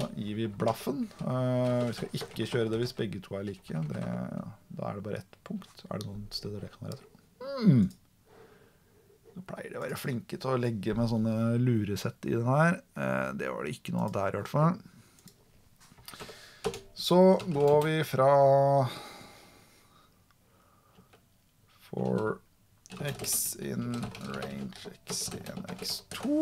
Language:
Norwegian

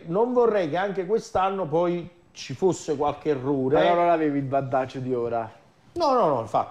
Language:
Italian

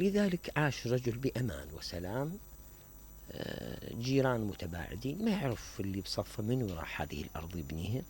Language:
Mesopotamian Arabic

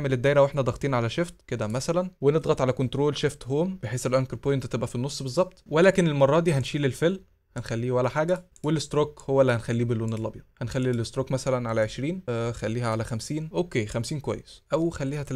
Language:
Egyptian Arabic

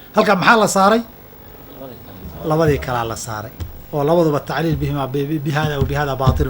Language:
Somali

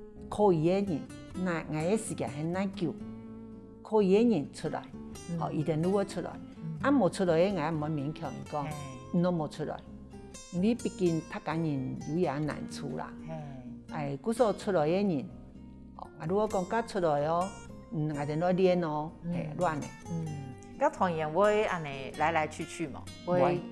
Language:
Hakka Chinese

